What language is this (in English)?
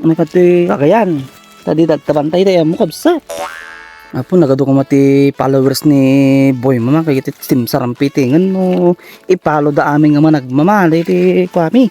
Iloko